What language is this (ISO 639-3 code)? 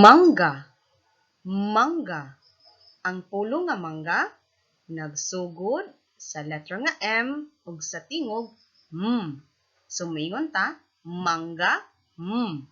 ceb